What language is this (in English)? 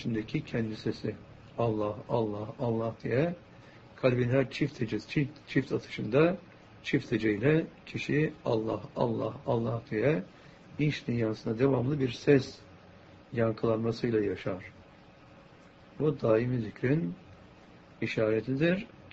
Turkish